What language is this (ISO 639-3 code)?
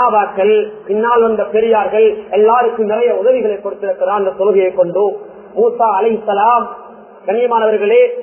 tam